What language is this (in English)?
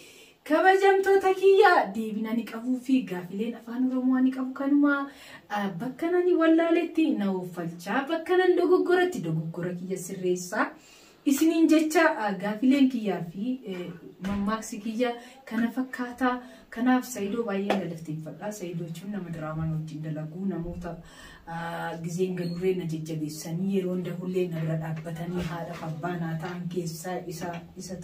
Oromo